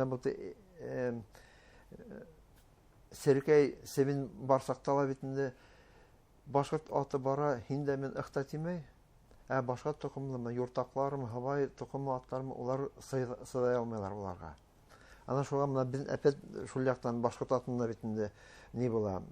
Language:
Bashkir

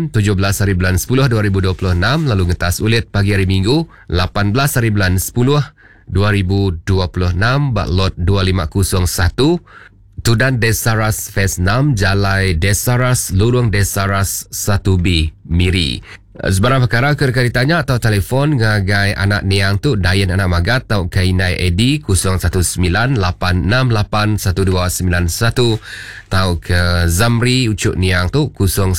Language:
Iban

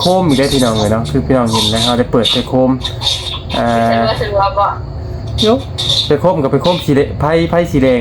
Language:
Lao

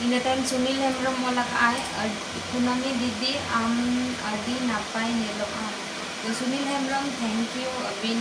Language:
Santali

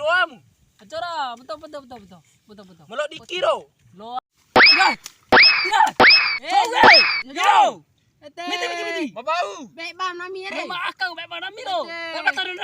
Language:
Bima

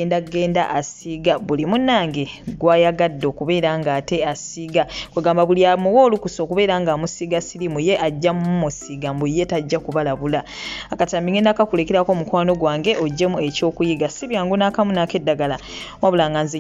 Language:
Ganda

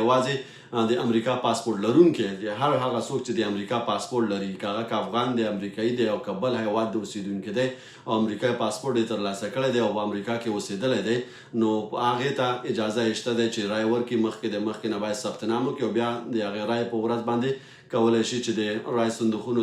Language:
Pashto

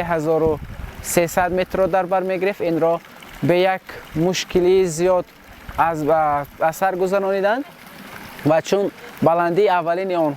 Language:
Tajik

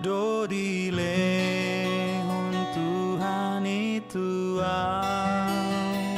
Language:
Batak Toba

